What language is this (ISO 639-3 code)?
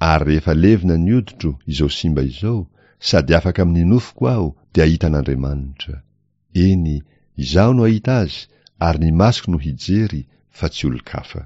mlg